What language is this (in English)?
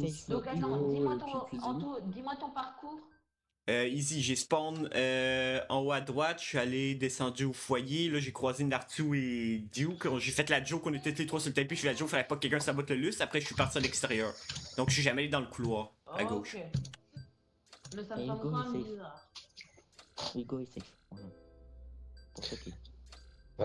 French